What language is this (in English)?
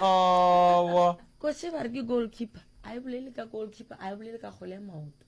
Northern Sotho